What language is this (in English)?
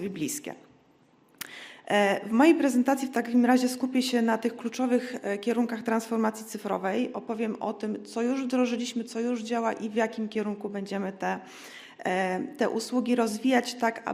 Polish